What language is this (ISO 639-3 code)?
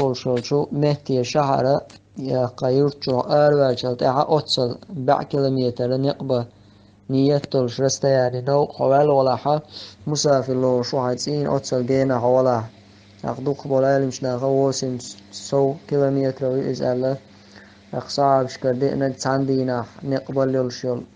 che